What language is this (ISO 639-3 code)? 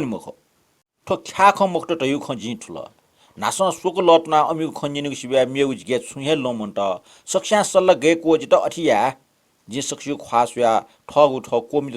new